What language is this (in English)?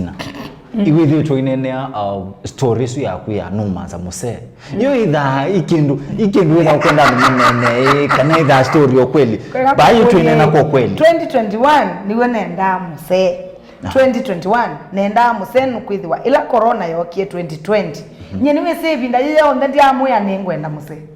Kamba